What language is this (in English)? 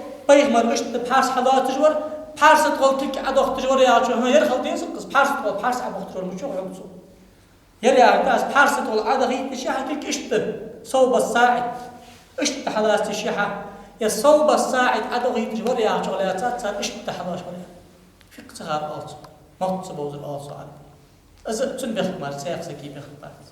Ingush